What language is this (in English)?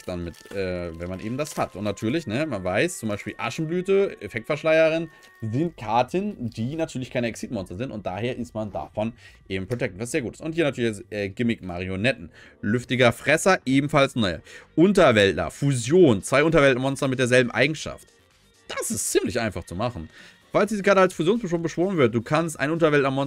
German